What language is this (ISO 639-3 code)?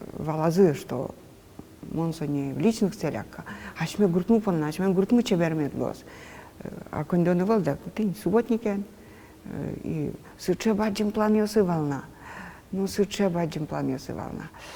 udm